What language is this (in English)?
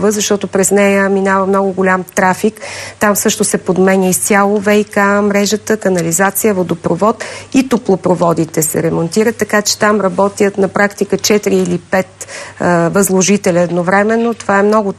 Bulgarian